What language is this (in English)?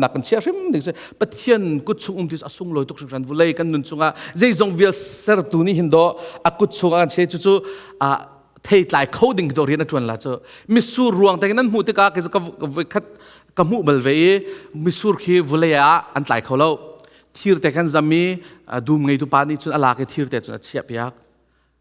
Hakha Chin